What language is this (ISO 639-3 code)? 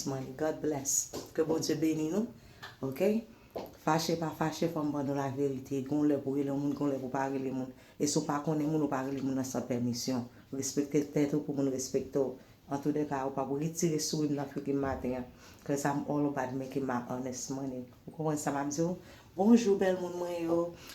hat